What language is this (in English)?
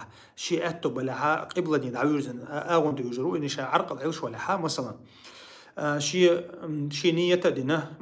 Chechen